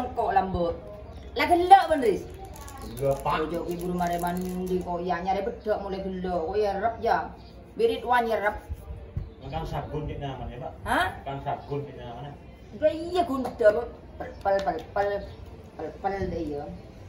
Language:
Madurese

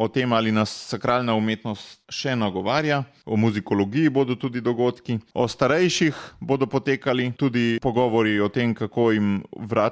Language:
Slovenian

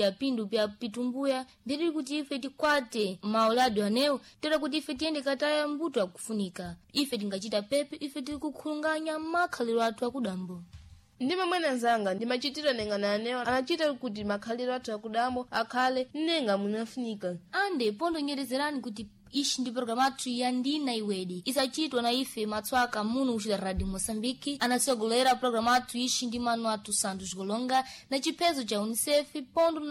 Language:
Sena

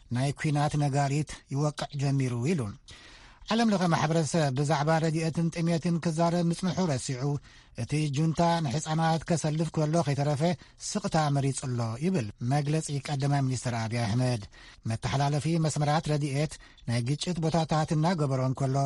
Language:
Tigrinya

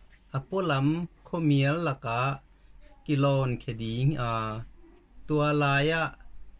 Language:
Tedim Chin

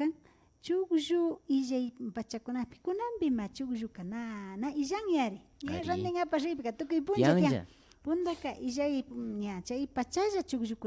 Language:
Imbabura Highland Quichua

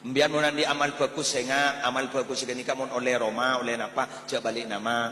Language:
Madurese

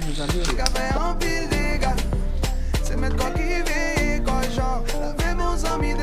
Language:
Haitian Creole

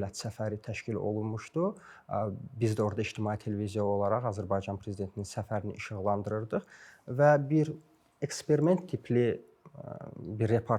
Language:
Azerbaijani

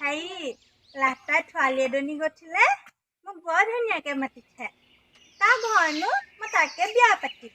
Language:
Assamese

